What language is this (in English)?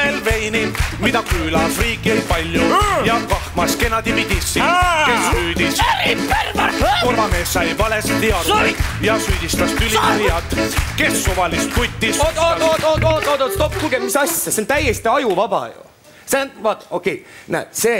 Estonian